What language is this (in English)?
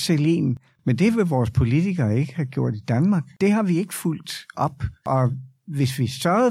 Danish